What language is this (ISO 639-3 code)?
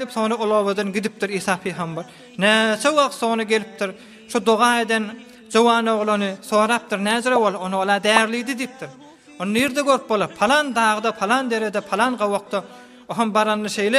tuk